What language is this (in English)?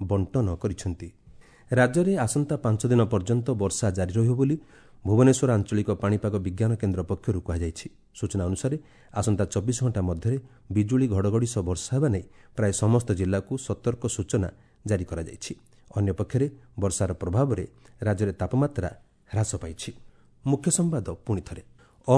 Odia